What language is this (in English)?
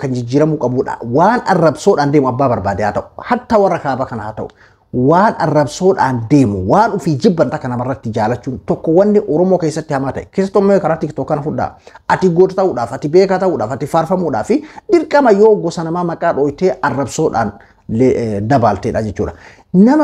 Oromo